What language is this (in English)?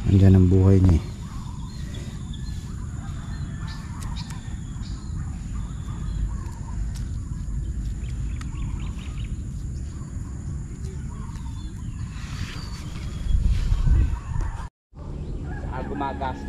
Filipino